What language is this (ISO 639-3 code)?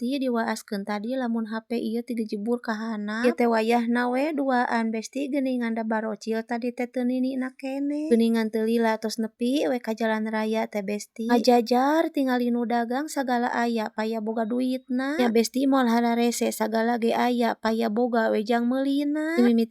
sun